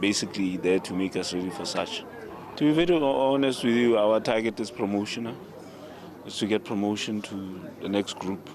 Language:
Tswana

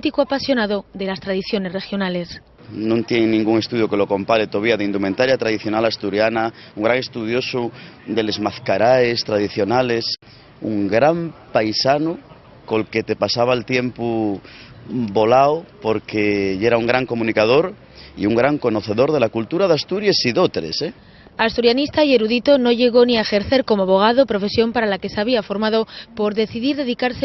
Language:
Asturian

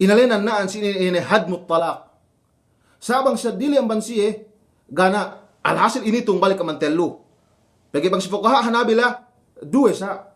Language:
Yakan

